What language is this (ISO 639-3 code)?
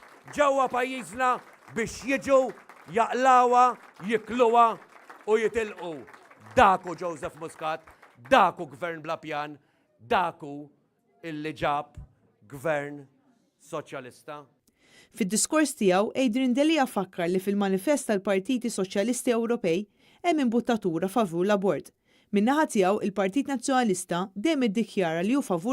mlt